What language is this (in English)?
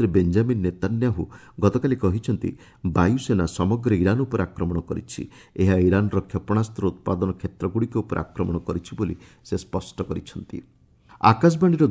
Odia